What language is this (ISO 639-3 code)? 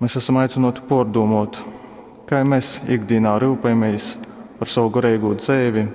ltg